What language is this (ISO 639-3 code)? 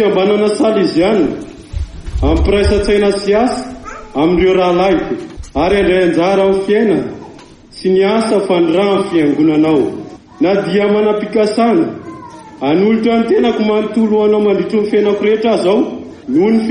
mlg